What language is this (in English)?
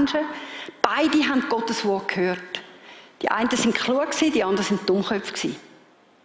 Swiss German